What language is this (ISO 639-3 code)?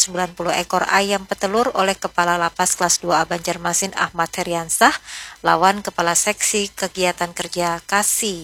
bjn